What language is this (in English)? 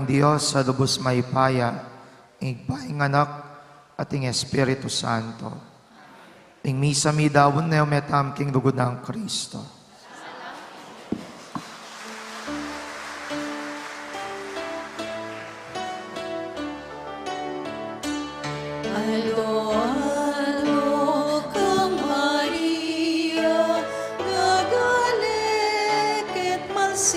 Pampanga